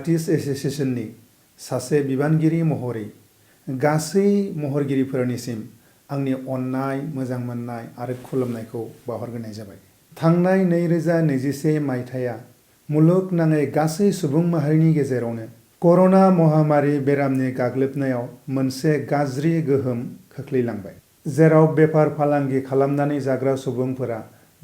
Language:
Bodo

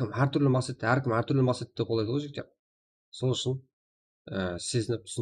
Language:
Kara-Kalpak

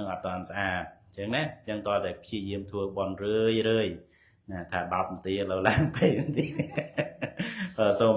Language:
Khmer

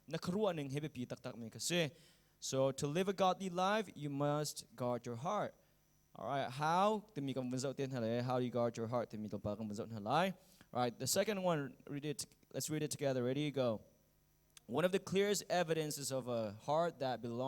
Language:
Hakha Chin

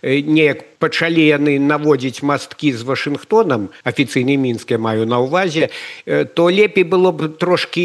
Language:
Belarusian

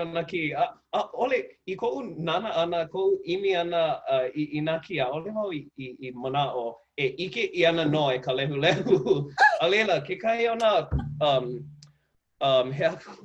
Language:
Hawaiian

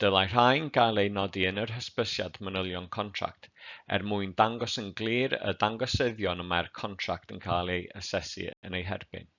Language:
Welsh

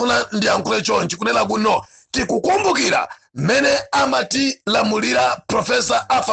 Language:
Nyanja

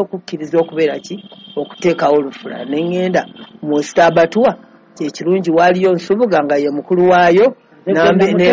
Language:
Ganda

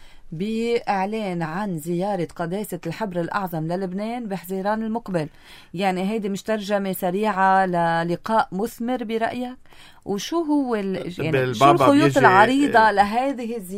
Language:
North Levantine Arabic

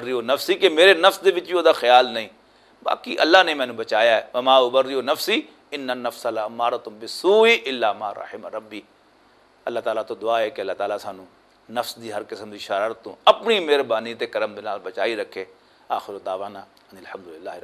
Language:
Western Panjabi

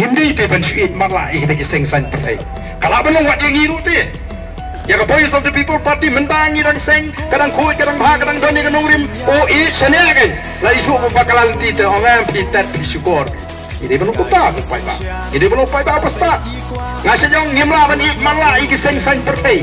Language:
Khasi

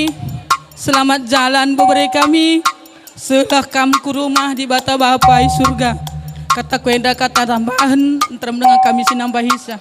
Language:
Batak Karo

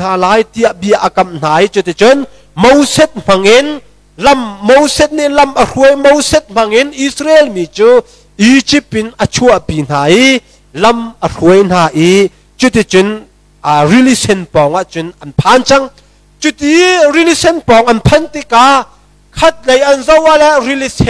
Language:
Hakha Chin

